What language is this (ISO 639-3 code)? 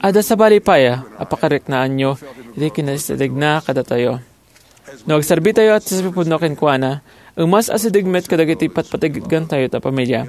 ilo